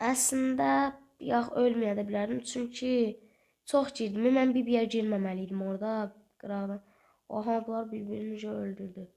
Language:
Azerbaijani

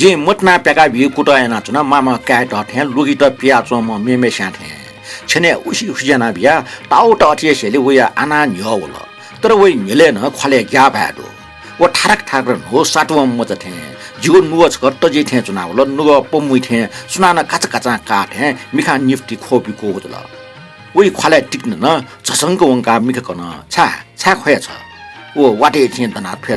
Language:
Newari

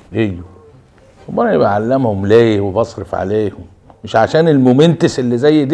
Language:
Egyptian Arabic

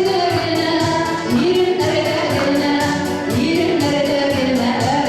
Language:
Bashkir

